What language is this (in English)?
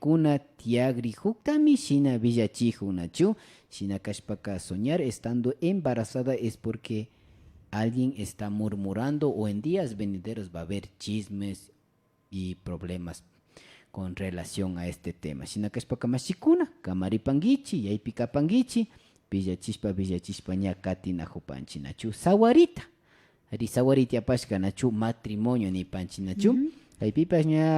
Imbabura Highland Quichua